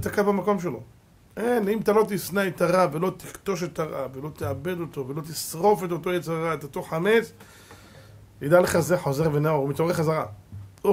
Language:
Hebrew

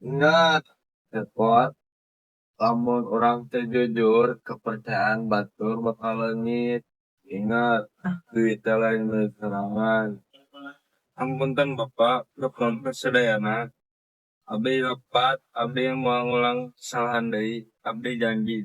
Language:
Sundanese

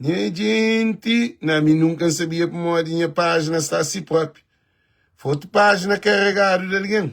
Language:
Kabuverdianu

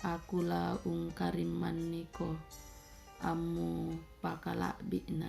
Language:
Toraja-Sa'dan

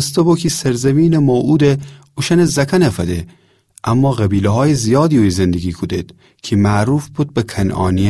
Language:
Gilaki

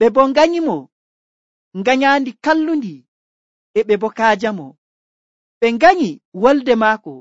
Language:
Nigerian Fulfulde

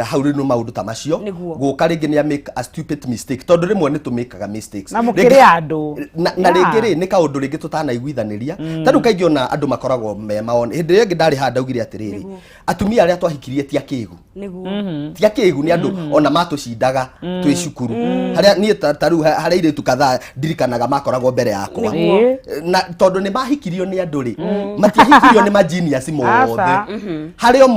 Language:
Kikuyu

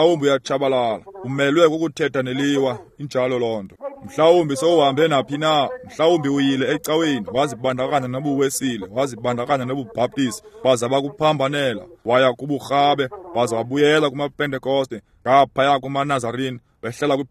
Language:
Xhosa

